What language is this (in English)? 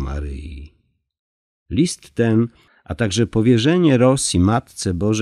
Polish